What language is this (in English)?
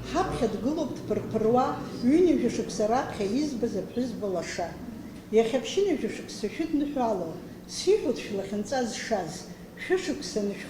Abkhazian